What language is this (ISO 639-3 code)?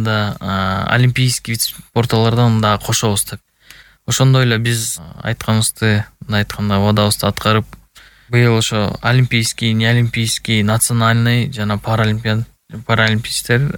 kir